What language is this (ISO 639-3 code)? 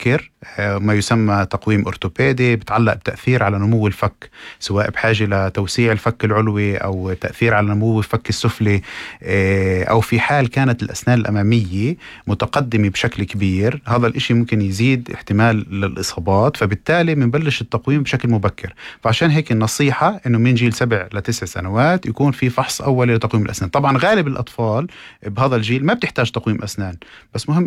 apc